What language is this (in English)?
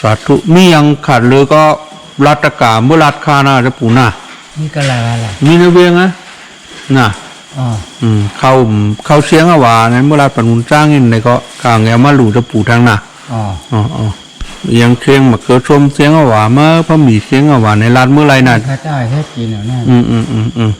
Shan